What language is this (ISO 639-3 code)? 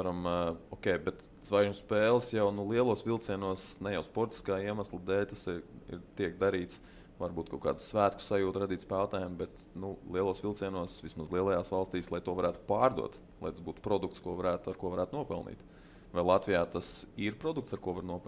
lav